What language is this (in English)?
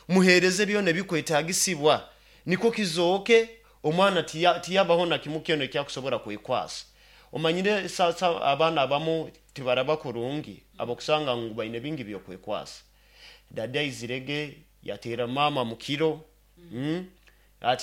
Nyoro